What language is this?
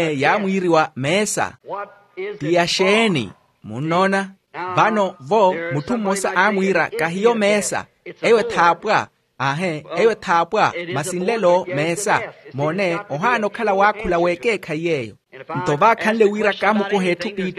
Makhuwa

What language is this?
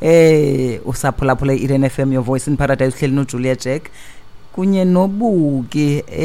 Xhosa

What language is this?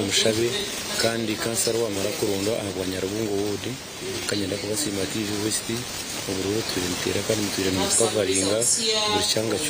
Nyankole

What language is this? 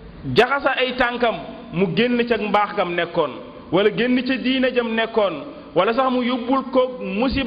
Wolof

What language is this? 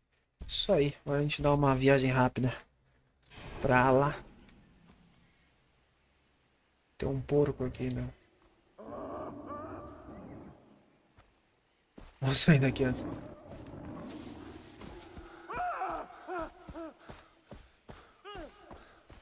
Portuguese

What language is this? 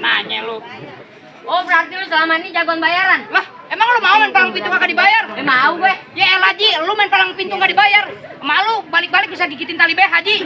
Betawi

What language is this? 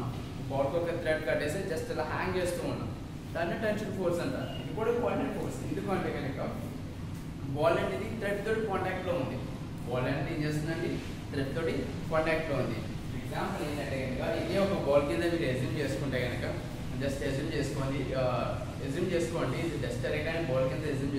Telugu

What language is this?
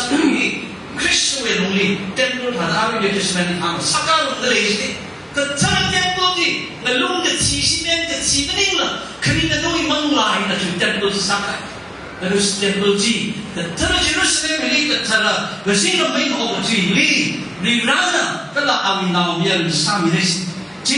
Tangkhul Naga (India)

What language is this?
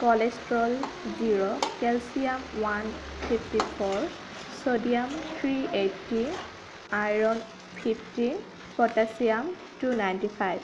Assamese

